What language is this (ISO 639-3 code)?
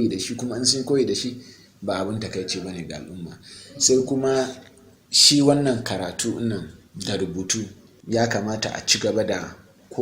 hau